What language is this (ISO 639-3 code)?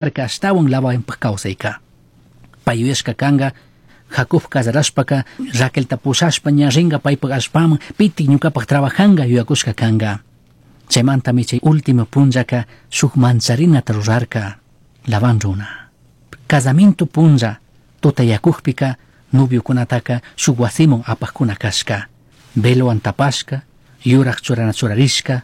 qug